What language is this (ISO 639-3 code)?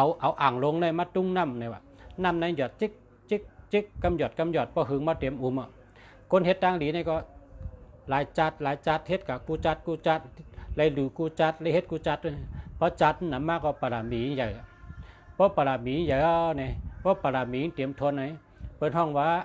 shn